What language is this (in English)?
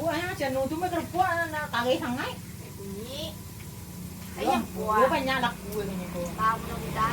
Minangkabau